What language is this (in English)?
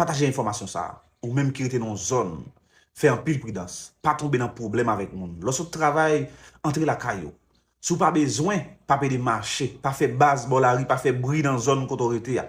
Haitian Creole